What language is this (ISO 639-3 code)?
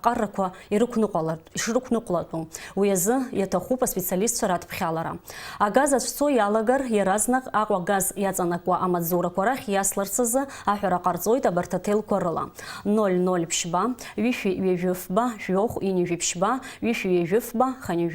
abk